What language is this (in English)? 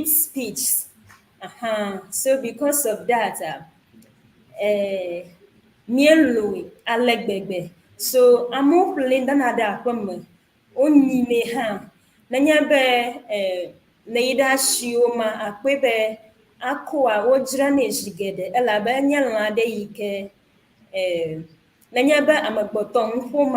Ewe